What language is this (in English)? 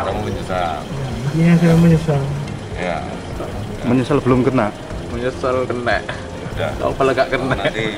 Indonesian